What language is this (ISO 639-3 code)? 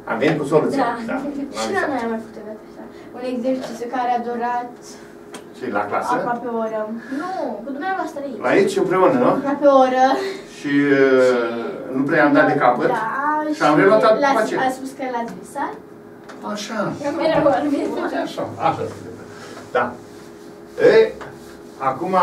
ron